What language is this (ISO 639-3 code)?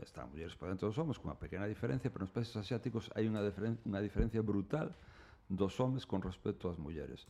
glg